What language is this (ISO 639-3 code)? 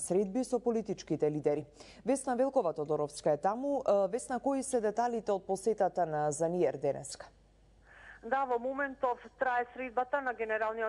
mkd